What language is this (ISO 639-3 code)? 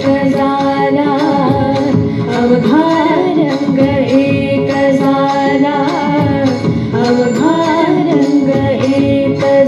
mar